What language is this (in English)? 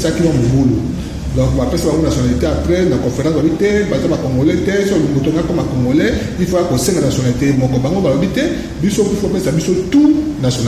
Lingala